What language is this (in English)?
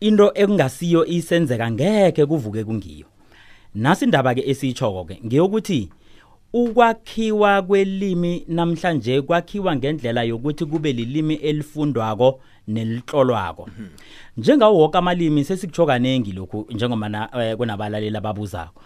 South Ndebele